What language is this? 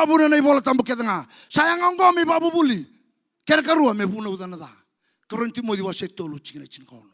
Fijian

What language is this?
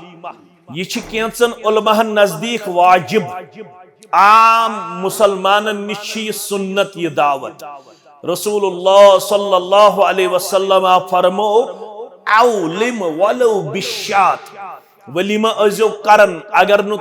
Kashmiri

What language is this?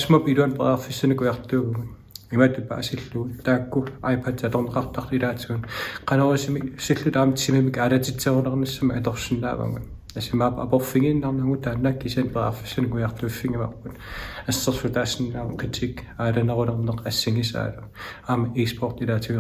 Kalaallisut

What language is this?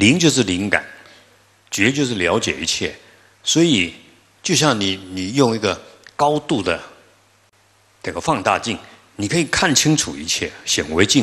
Chinese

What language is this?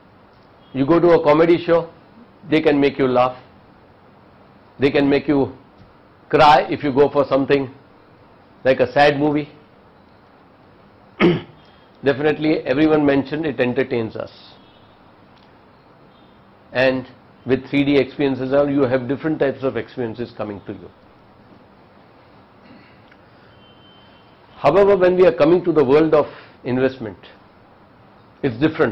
English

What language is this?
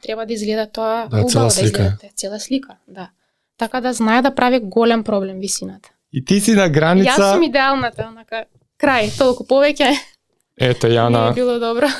Macedonian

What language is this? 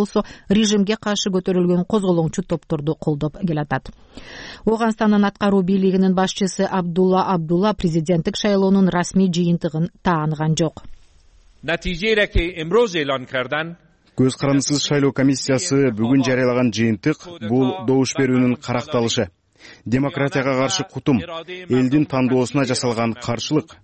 Kyrgyz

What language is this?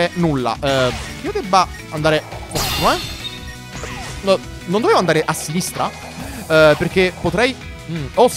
Italian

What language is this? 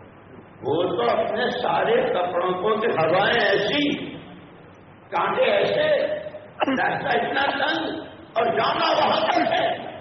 Urdu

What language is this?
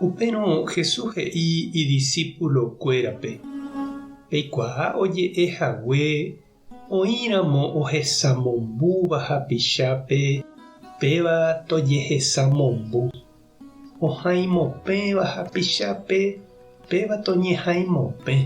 Guarani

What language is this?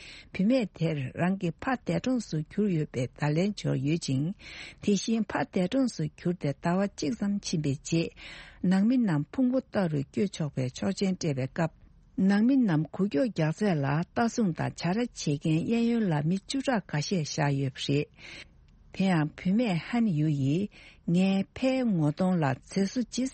Tibetan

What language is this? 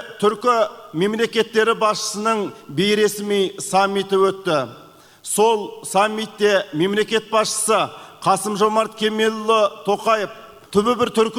Kazakh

